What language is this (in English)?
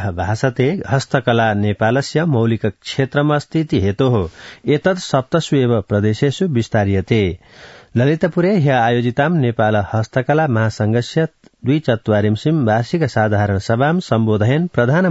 Sanskrit